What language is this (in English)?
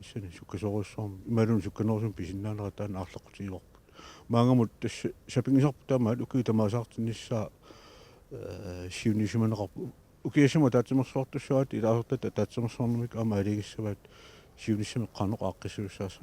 Kalaallisut